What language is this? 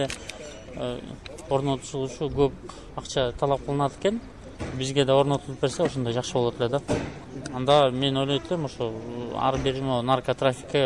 Kyrgyz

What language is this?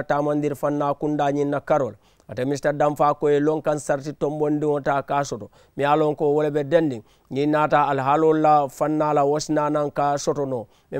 Mandingo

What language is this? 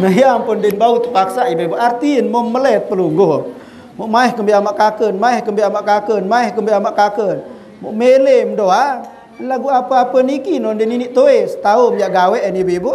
Sasak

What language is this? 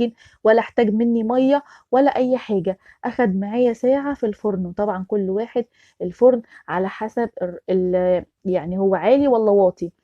Egyptian Arabic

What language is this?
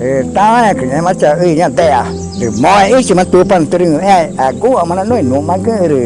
Ticuna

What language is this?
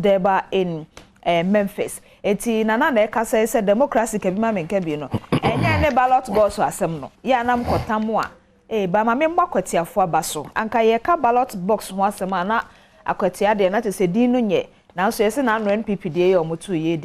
Akan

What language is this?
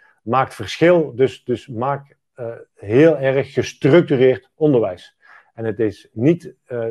Dutch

